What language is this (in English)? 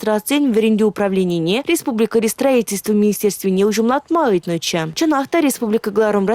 Chuvash